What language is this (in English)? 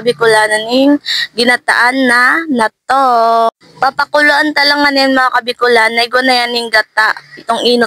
Bikol